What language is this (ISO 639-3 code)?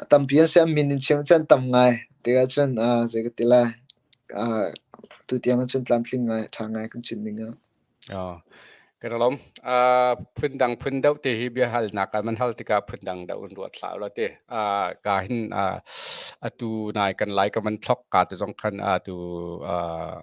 cnh